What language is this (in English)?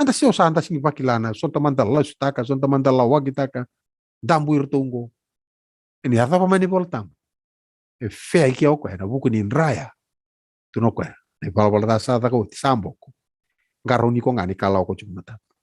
Fijian